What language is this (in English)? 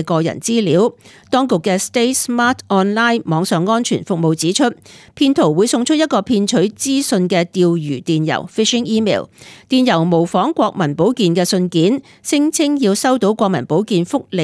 Cantonese